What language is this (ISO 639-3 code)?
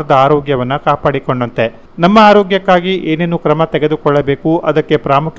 kan